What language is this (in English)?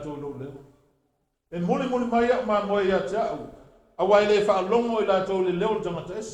Samoan